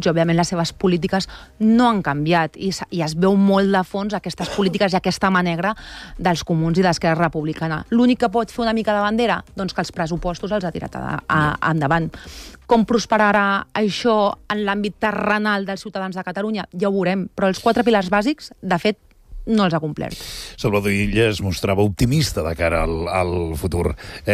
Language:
Catalan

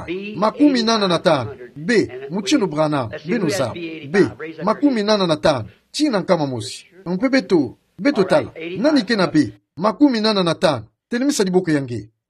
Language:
Kituba (Democratic Republic of Congo)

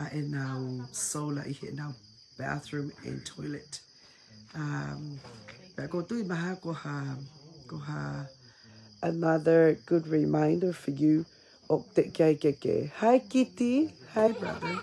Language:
Tongan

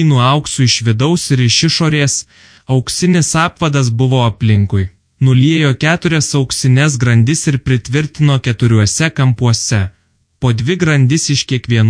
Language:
Lithuanian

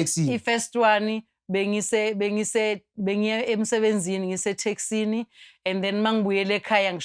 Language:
Zulu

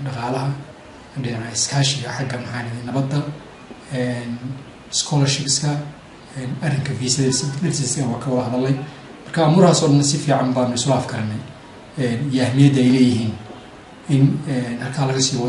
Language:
Somali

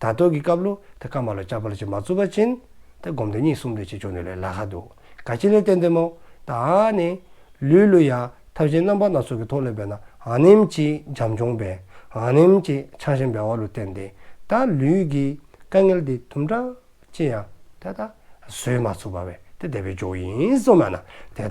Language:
Dzongkha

